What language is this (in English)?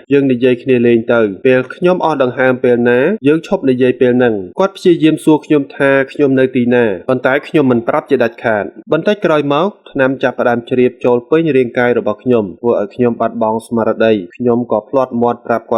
Khmer